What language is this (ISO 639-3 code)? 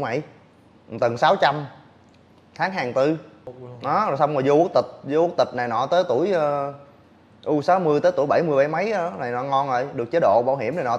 vie